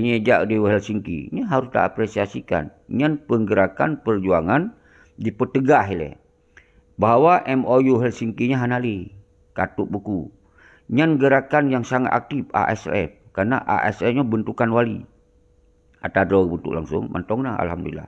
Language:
Achinese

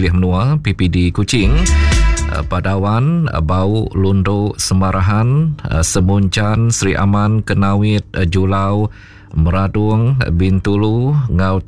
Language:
Iban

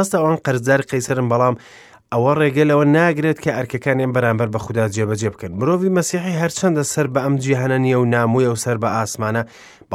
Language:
Central Kurdish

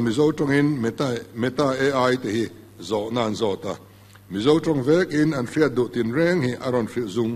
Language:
Mizo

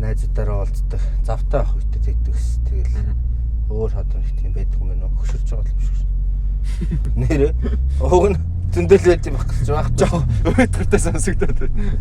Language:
Mongolian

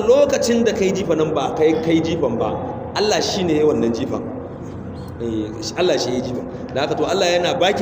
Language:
Hausa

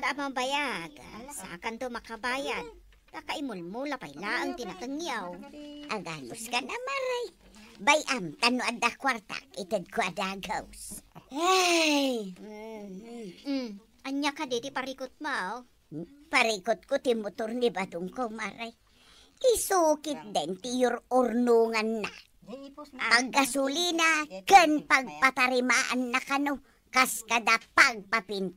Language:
Iloko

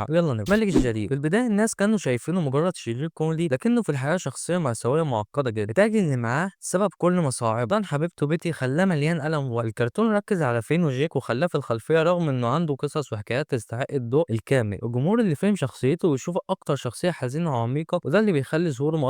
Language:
Egyptian Arabic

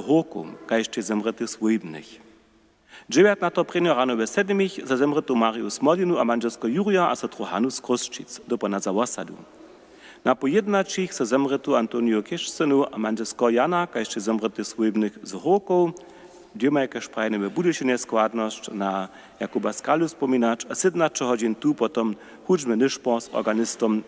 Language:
Upper Sorbian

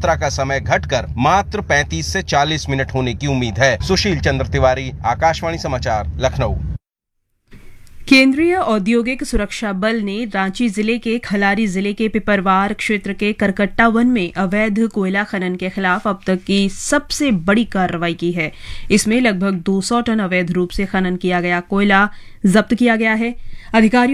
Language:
Hindi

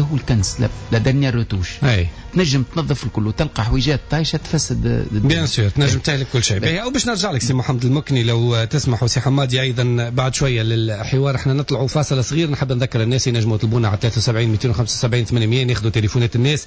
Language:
Tunisian Arabic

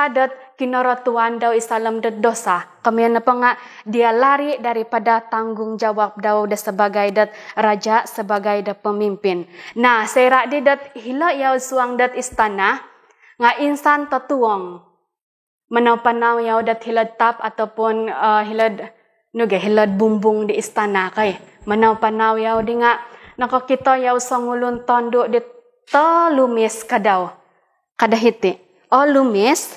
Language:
Central Dusun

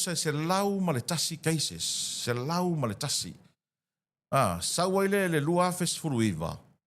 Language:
Samoan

